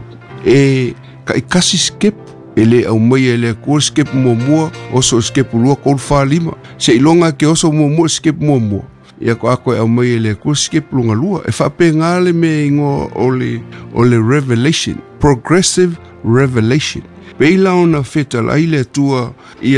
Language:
Samoan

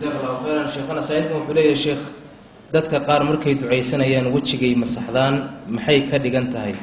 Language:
Somali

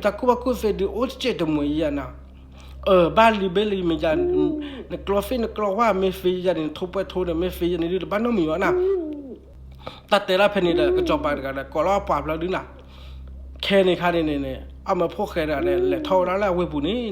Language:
S'gaw Karen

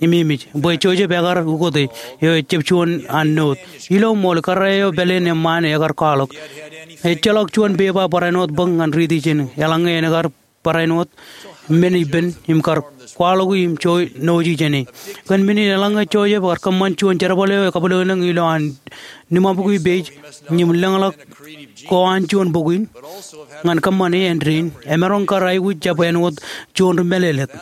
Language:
Marshallese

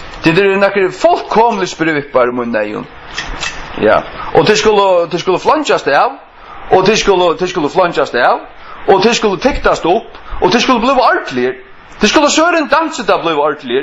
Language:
Faroese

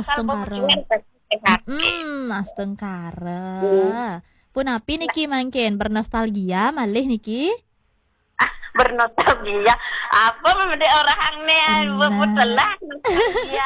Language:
Balinese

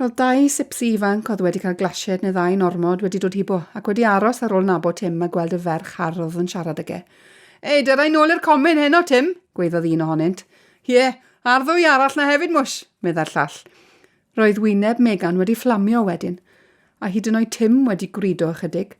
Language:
Welsh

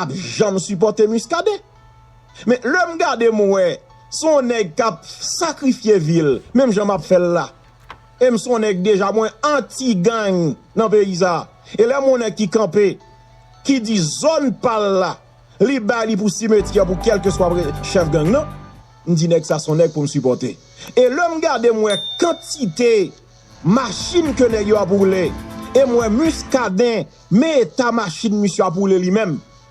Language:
Haitian Creole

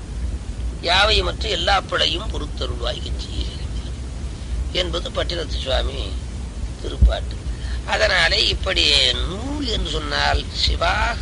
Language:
Tamil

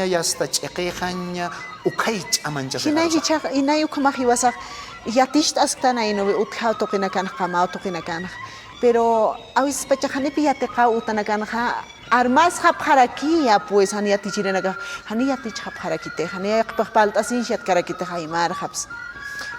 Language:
Aymara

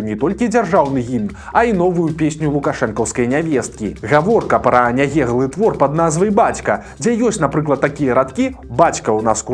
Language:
Belarusian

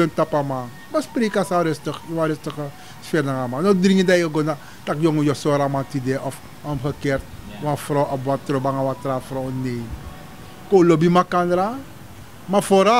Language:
Sranan Tongo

